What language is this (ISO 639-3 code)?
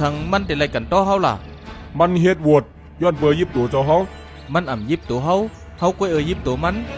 shn